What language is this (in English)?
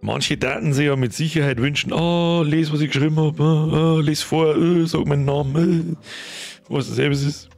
Bavarian